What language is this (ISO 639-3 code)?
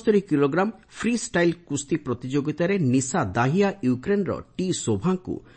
ori